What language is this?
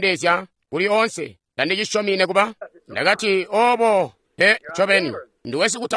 Tonga (Zambia)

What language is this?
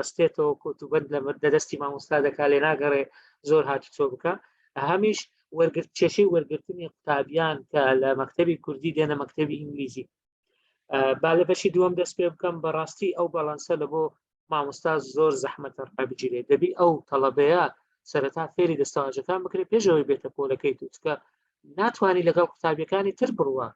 Central Kurdish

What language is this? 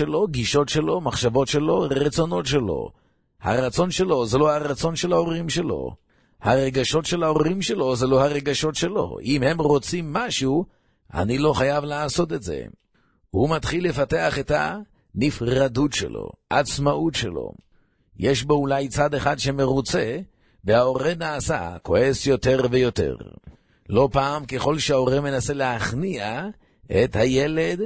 Hebrew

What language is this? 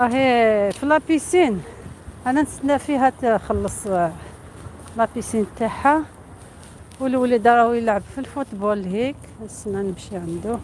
Algerian Arabic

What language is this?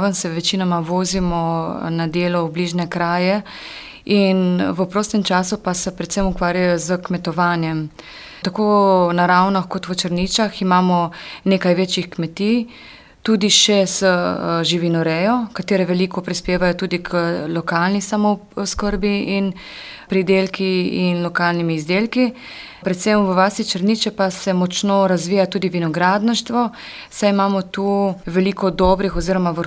Slovenian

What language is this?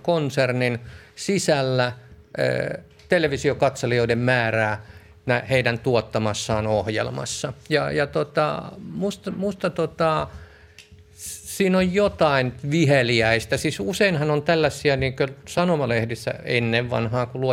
Finnish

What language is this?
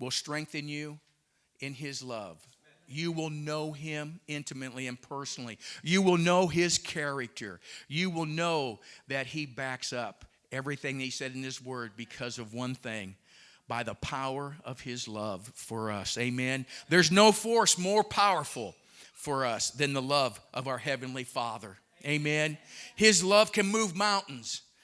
English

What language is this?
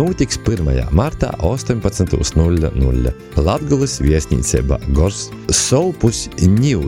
Latvian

